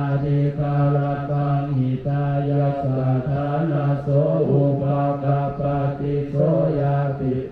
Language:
Pali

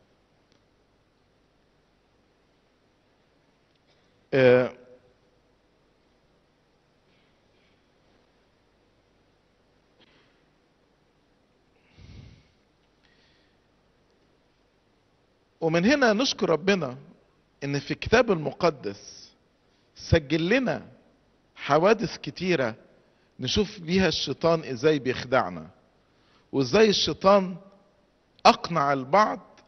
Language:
Egyptian Arabic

